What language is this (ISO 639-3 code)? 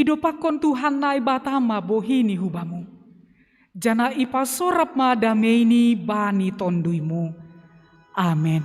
bts